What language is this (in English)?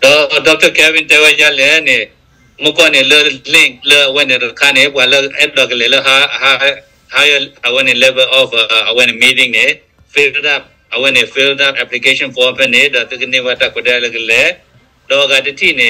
S'gaw Karen